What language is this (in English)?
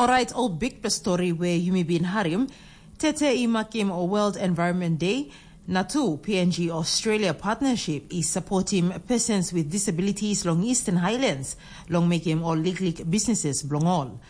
Tok Pisin